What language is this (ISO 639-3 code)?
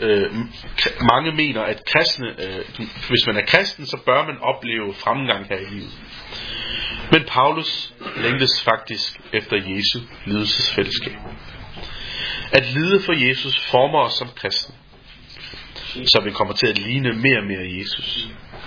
dan